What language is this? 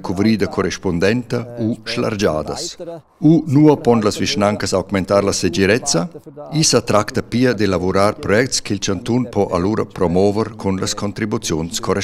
Romansh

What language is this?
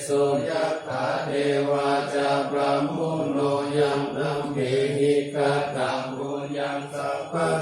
Pali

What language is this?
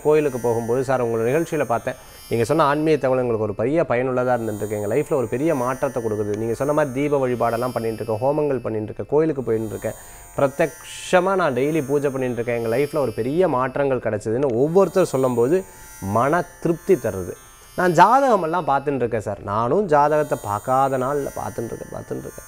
Tamil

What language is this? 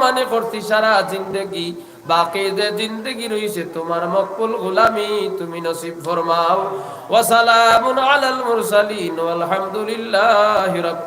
Sylheti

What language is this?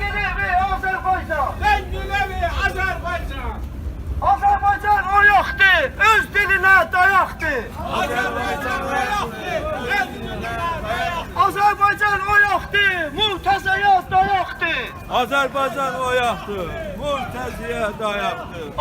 South Azerbaijani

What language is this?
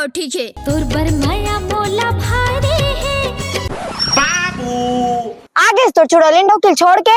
Chhattisgarhi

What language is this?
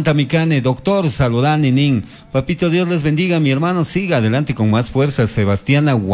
Chimborazo Highland Quichua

